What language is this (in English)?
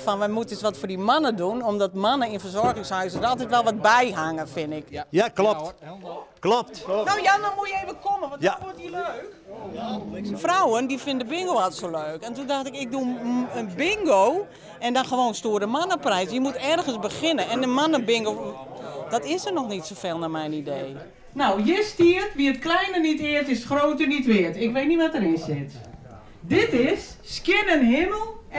Western Frisian